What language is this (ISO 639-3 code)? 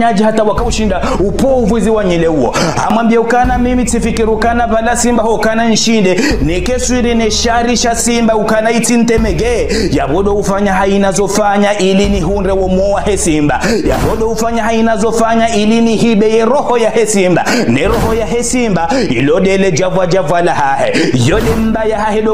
zdj